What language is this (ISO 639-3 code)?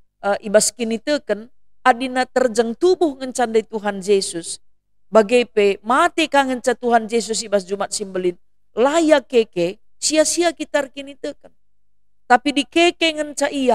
btx